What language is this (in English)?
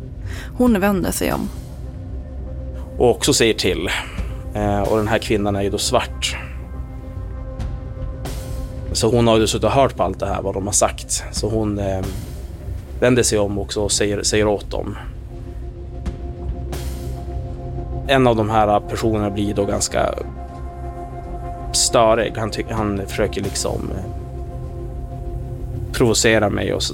Swedish